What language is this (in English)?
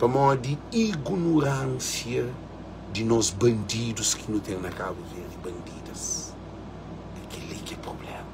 Kabuverdianu